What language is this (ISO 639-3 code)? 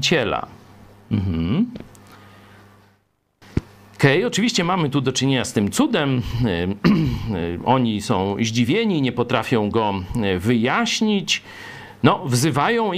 pol